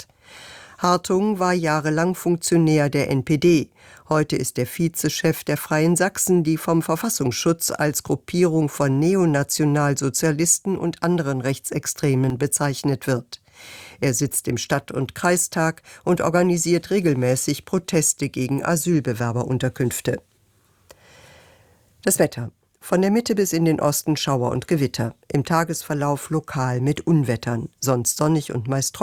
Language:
German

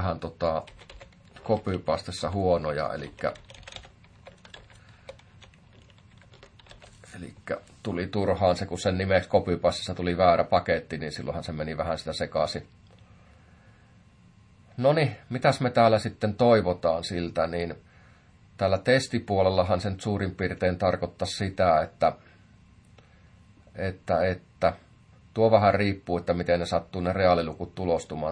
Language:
Finnish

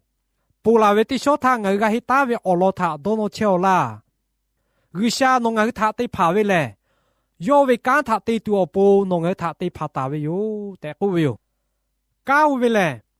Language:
Lahu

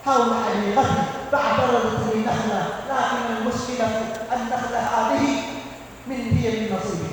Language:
Maranao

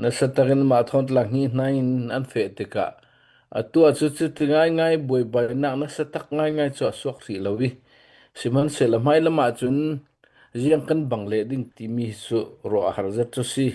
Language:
Hakha Chin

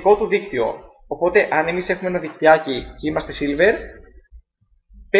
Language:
Greek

